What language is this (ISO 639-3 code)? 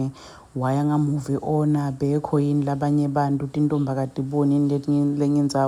zul